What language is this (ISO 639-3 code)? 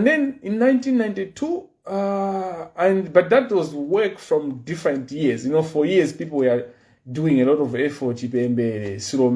nya